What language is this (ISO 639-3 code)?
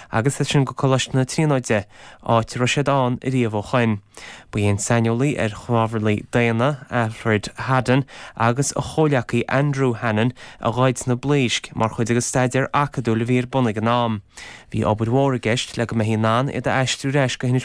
gle